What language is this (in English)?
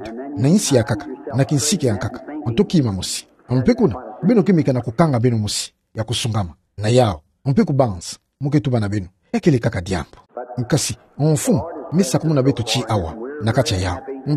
Kituba (Democratic Republic of Congo)